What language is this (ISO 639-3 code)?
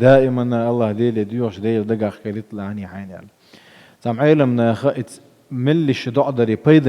che